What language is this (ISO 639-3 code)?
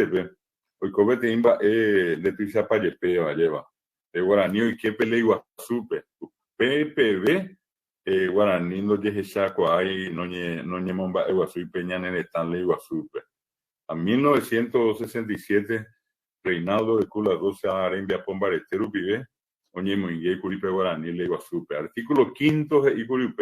grn